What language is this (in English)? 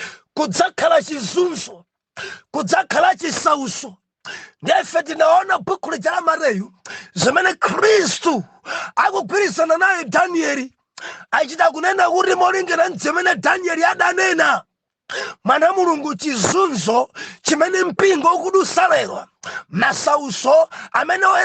Nyanja